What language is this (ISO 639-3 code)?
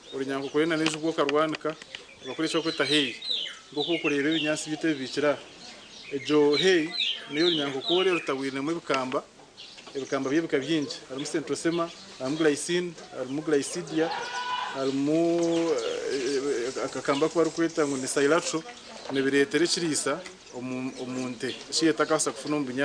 nyn